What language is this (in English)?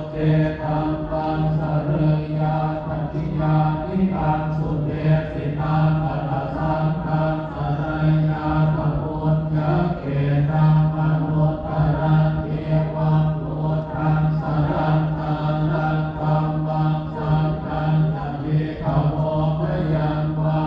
Pali